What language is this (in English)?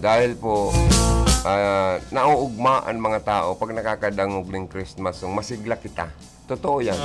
Bikol